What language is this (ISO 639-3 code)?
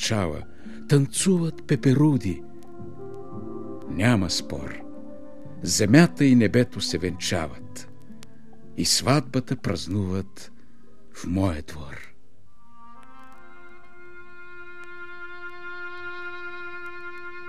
bul